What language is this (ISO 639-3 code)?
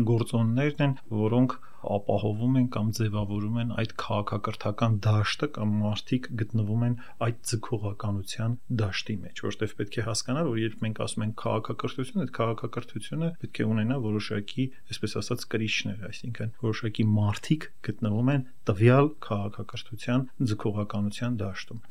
hye